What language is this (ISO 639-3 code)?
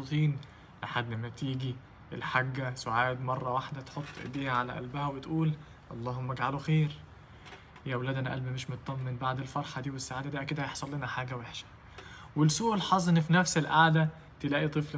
arz